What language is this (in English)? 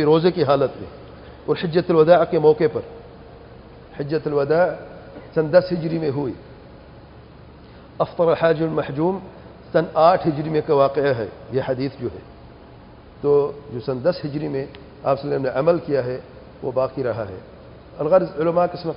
Urdu